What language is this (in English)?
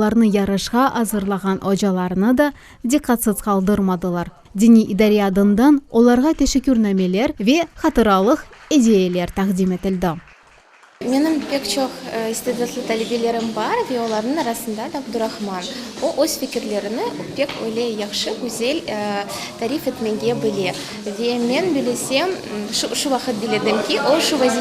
Crimean Tatar